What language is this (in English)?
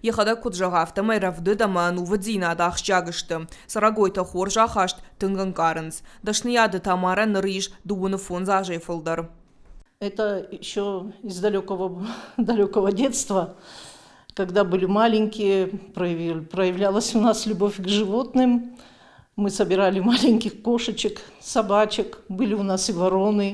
Ossetic